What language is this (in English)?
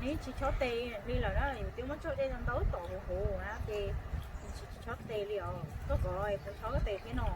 Hmong